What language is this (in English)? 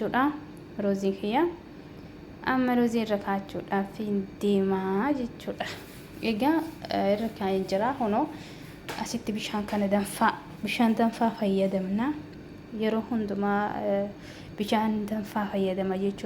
Oromo